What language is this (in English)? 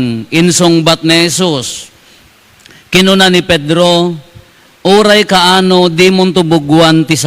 Iloko